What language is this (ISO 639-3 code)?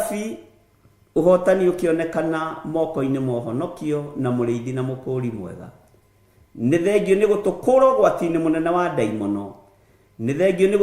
kik